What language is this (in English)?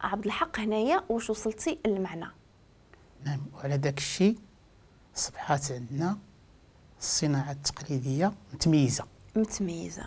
Moroccan Arabic